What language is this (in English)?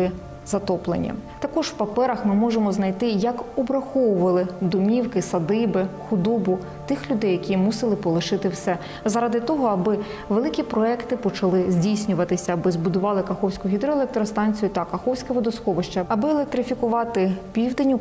Ukrainian